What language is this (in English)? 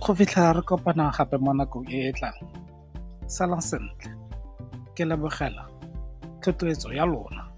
Tswana